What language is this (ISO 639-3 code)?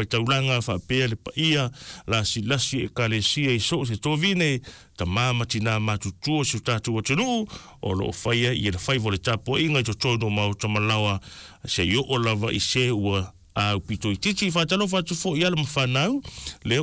smo